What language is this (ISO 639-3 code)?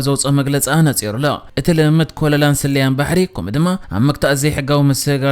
tir